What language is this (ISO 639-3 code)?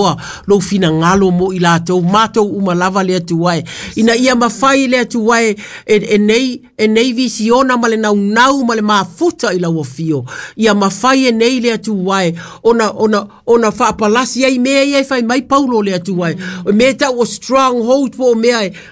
smo